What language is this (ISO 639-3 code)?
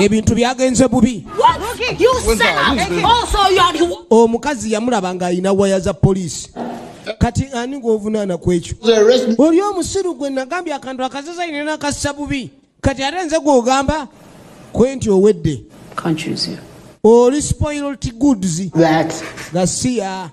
lug